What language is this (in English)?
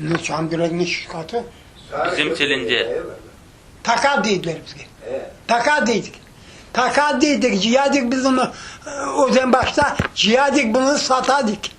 Crimean Tatar